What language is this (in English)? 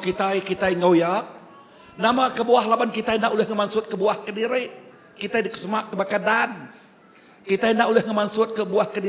Iban